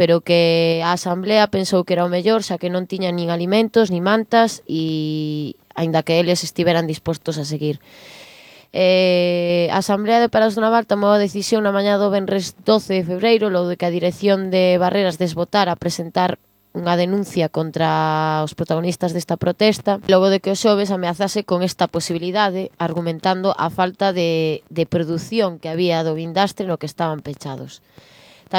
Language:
Galician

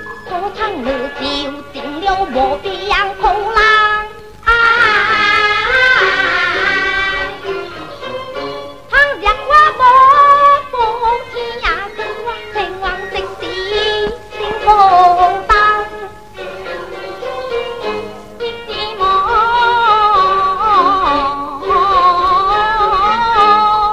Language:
Min Nan Chinese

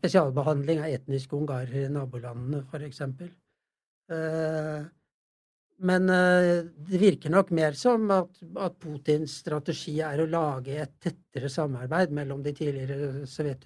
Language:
Norwegian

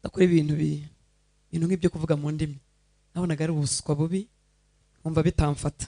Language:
Kinyarwanda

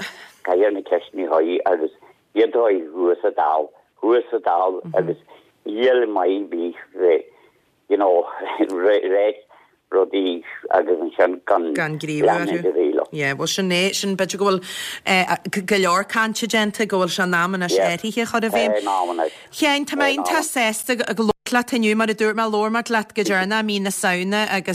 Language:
Irish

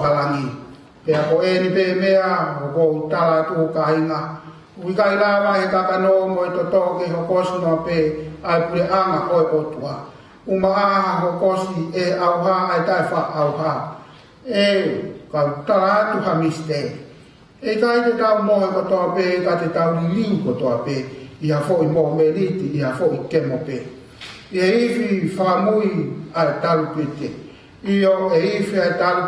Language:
Tongan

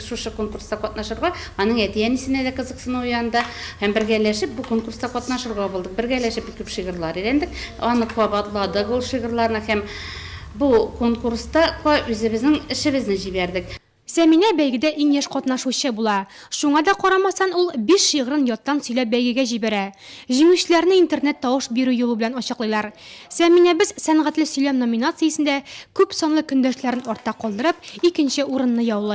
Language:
Tatar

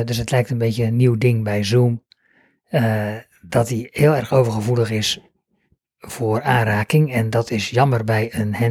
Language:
Dutch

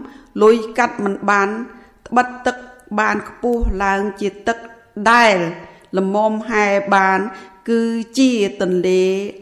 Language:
Khmer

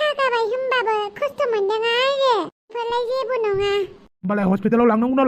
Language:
Bodo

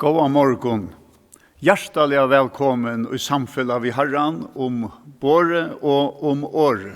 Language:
Faroese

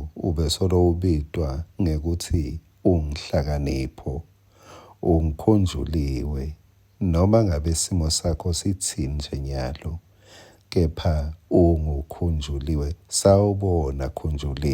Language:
Swati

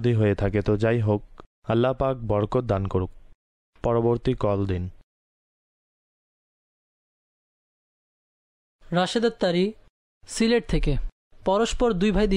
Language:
Bangla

